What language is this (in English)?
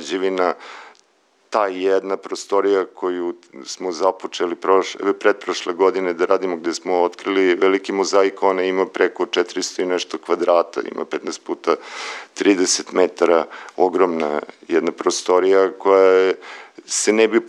Serbian